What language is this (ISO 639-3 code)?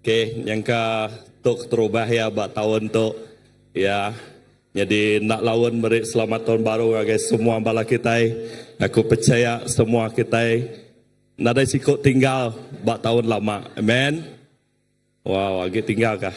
iba